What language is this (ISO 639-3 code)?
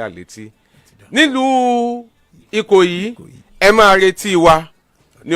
yor